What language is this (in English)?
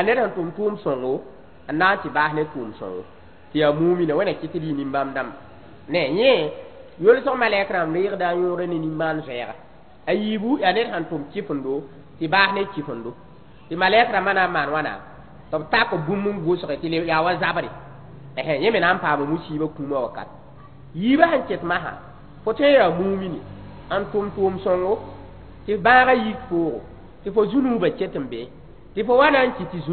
Mossi